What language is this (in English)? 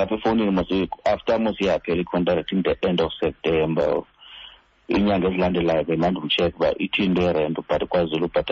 Xhosa